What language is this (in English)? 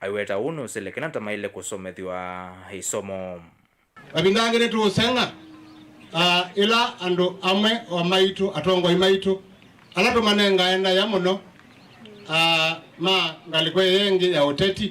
Kamba